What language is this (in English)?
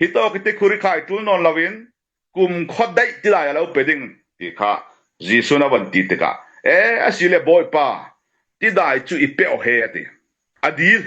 Falam Chin